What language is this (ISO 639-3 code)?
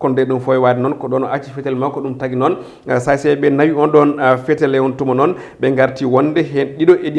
ful